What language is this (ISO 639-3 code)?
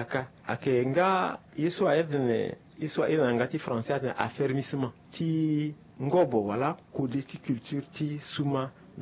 sag